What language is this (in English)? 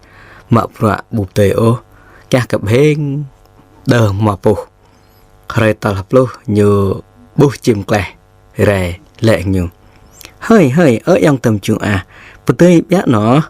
Jarai